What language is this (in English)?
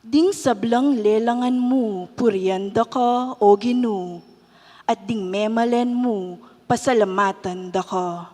Pampanga